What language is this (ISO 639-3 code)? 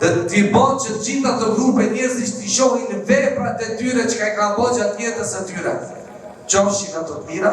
sqi